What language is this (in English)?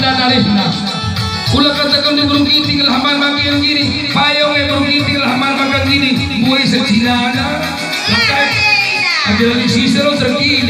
Batak Karo